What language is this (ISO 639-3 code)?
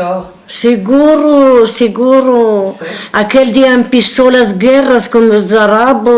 lad